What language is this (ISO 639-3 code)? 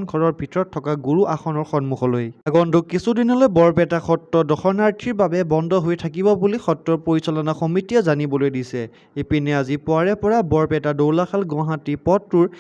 asm